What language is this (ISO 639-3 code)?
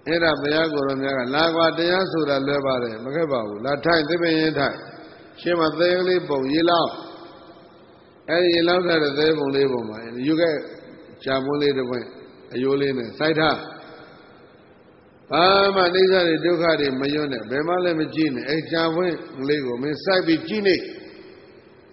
mya